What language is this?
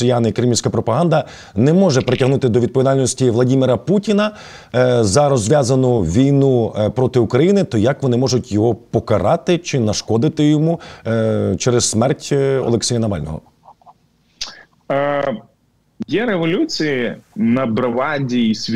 Ukrainian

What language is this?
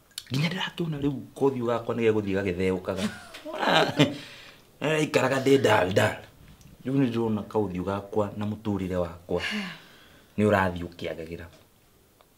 Kikuyu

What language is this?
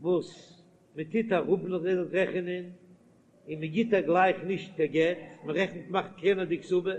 Yiddish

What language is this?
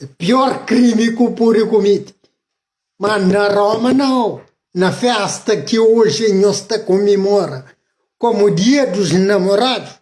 Kabuverdianu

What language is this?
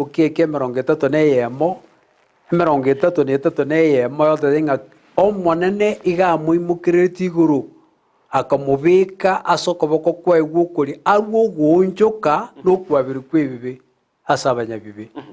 Gusii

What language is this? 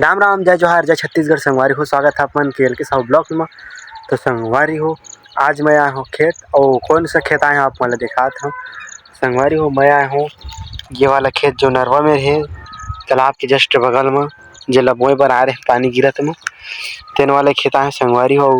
Chhattisgarhi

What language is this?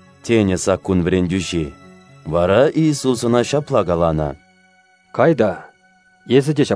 Kazakh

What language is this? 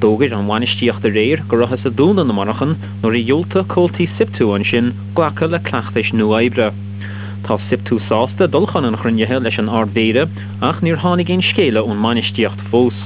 Irish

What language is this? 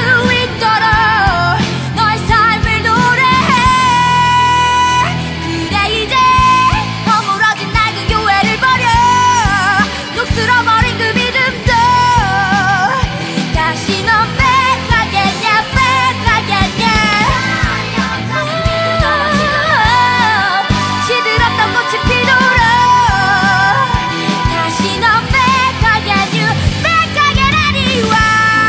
Korean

